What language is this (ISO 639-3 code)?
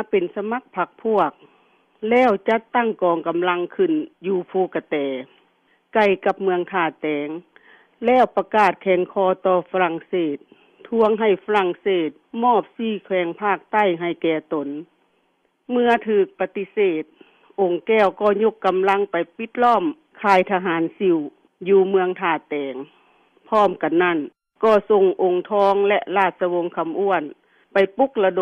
lao